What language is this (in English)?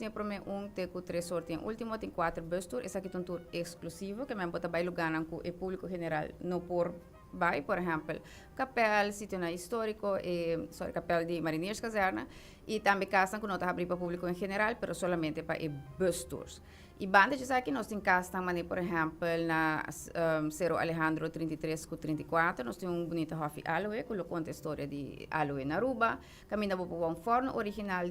Papiamento